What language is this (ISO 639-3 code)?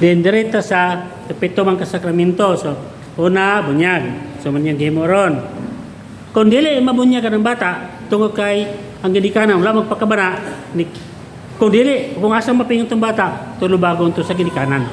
ceb